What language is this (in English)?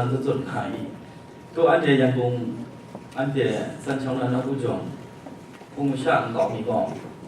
Kachin